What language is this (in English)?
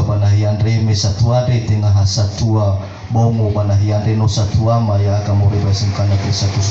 Nias